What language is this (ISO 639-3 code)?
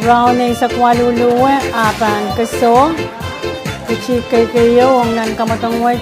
pon